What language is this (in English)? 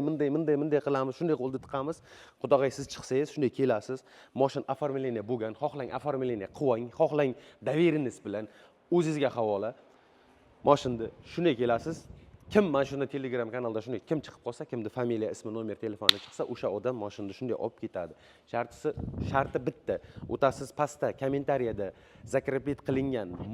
Uzbek